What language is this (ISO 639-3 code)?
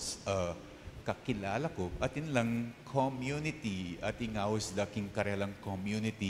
pam